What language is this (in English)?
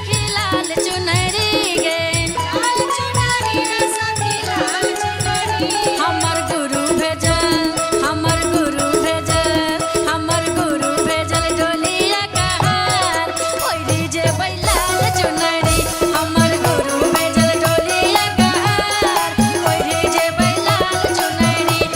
Maithili